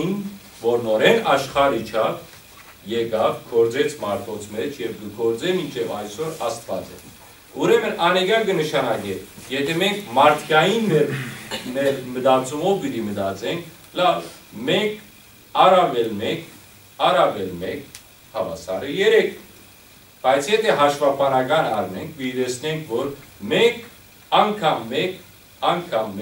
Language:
Western Armenian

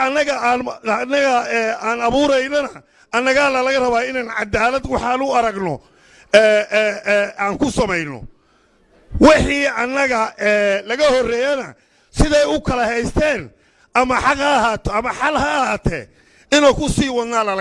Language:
Somali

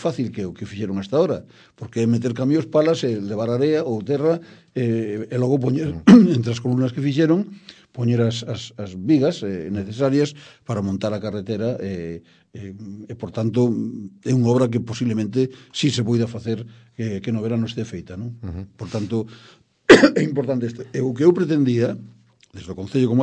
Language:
Galician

